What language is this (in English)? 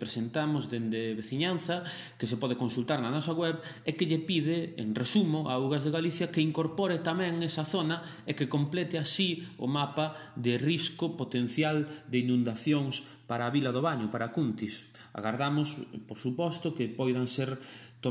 Galician